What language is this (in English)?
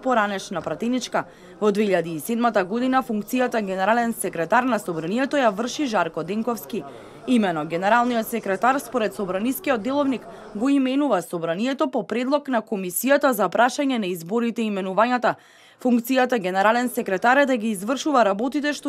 Macedonian